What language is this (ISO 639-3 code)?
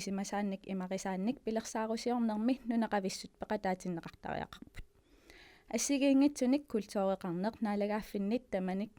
kal